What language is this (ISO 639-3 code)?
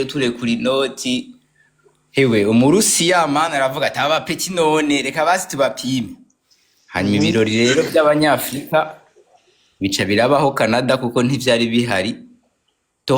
run